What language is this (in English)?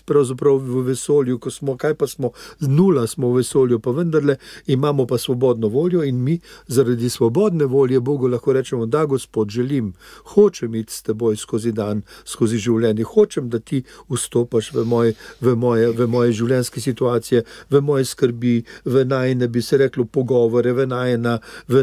Slovenian